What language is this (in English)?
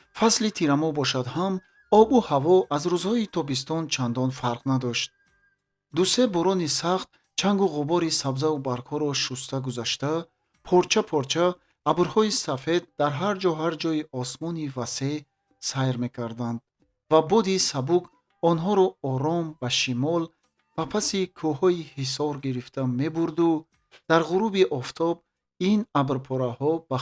Tajik